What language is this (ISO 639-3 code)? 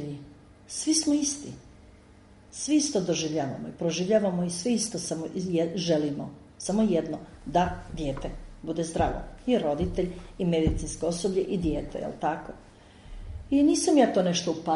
hrv